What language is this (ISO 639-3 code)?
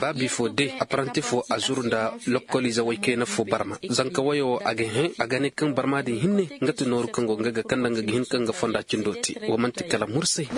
ses